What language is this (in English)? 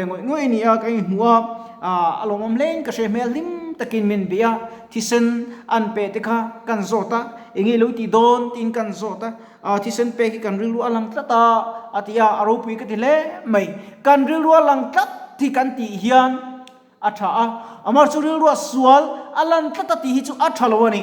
Mizo